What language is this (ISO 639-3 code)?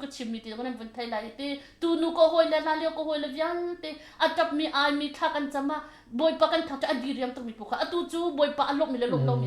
cnh